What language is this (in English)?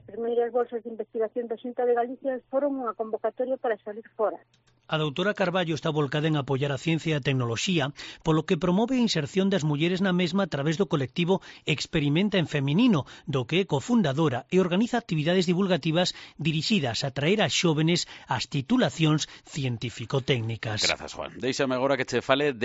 Galician